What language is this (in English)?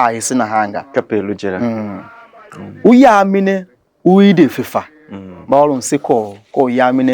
Tiv